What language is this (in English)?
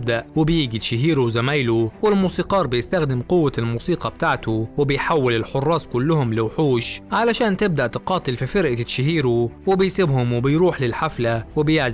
Egyptian Arabic